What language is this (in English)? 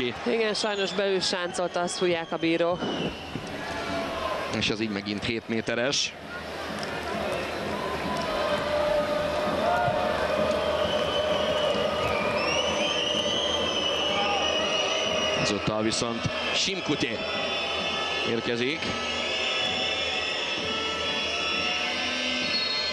Hungarian